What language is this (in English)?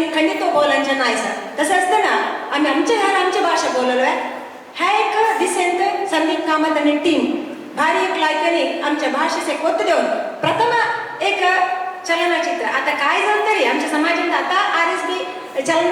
Konkani